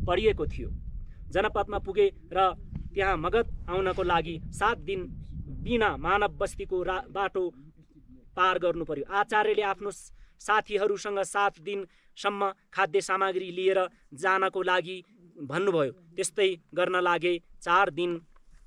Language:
Nepali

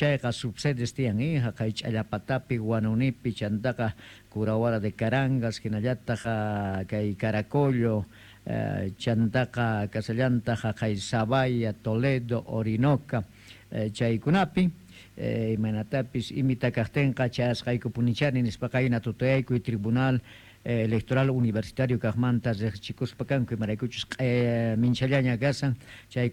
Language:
South Bolivian Quechua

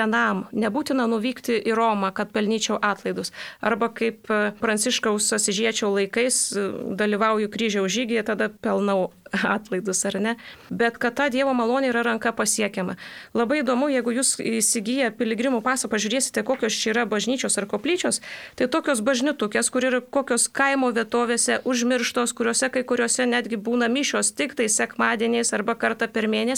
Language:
Lithuanian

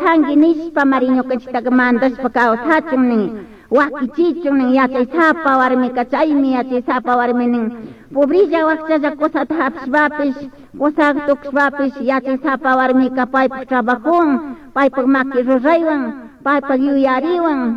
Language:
Chimborazo Highland Quichua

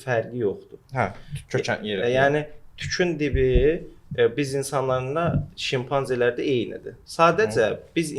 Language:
Azerbaijani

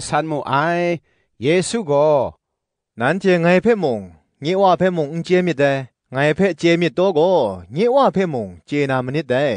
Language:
Kachin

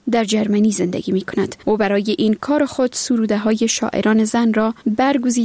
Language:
Persian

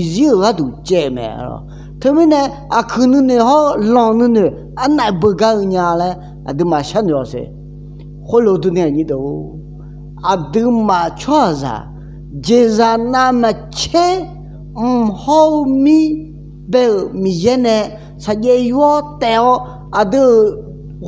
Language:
Akha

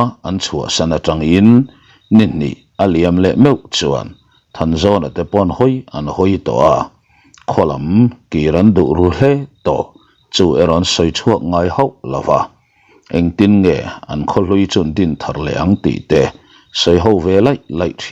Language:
Mizo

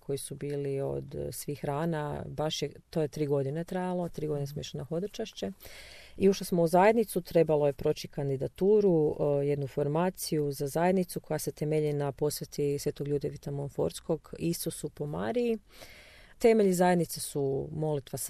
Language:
Croatian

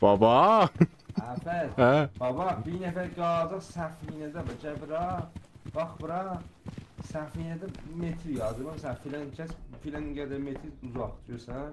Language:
South Azerbaijani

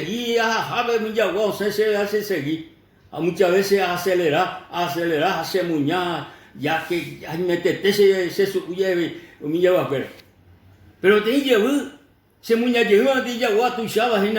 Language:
Guarani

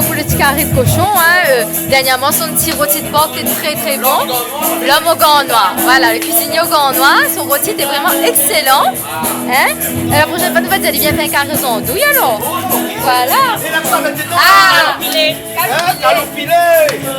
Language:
Réunion Creole French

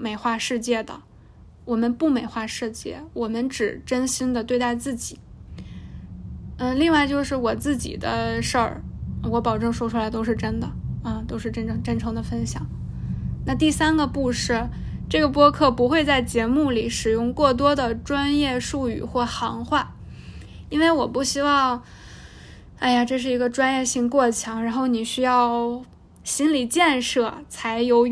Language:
Chinese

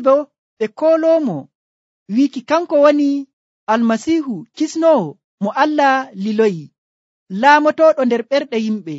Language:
Nigerian Fulfulde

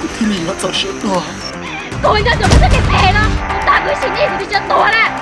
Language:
Hmong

